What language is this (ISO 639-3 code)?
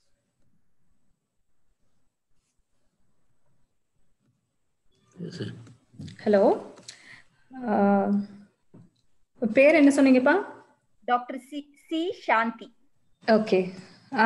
tam